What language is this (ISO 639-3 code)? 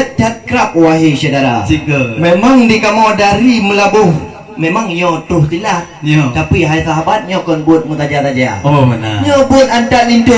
ace